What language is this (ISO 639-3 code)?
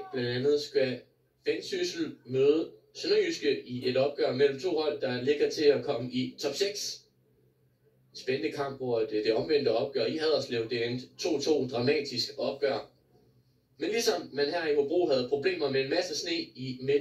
dan